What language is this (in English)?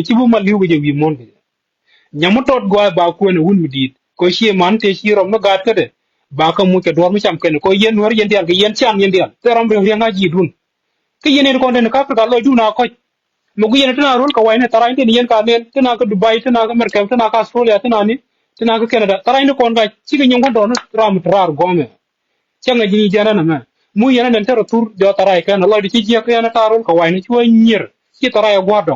Nuer